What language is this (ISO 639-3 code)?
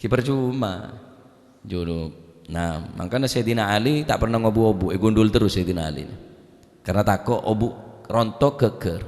mad